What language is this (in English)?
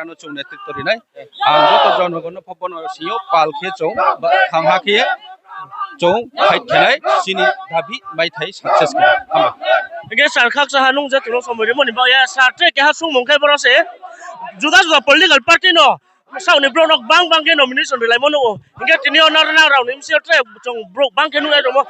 Riang (India)